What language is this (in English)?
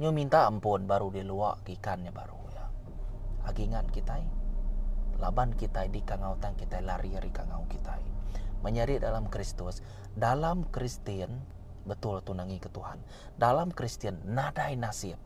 Iban